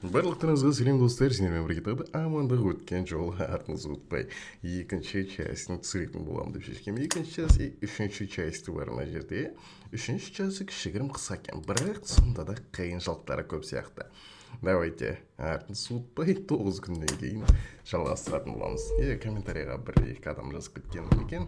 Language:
Kazakh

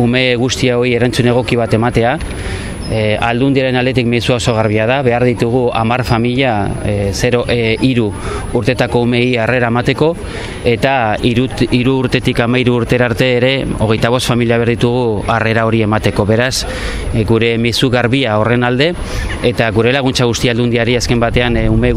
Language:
Basque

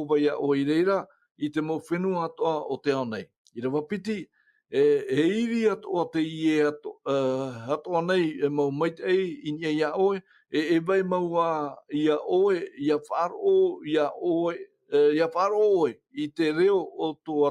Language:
Tahitian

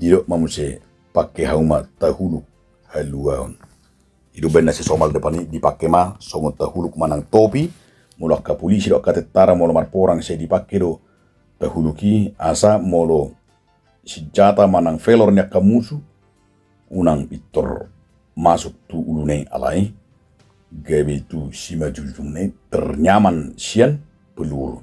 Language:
Batak Toba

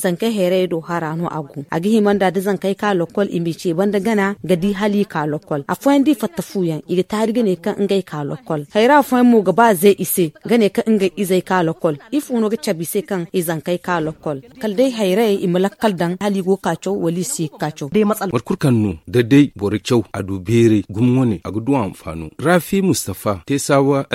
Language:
Zarma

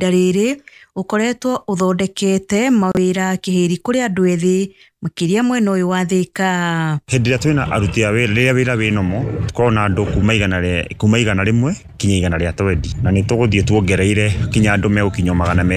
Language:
Kikuyu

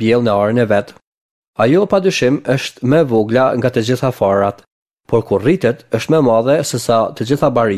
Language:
Albanian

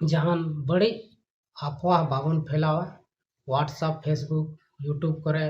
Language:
Santali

